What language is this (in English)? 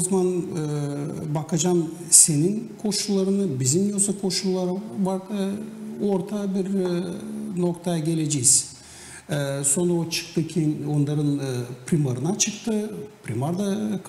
Gagauz